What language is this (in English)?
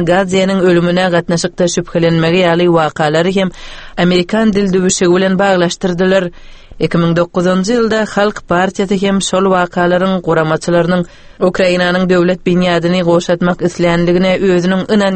Turkmen